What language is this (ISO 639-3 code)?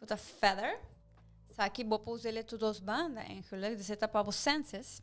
pap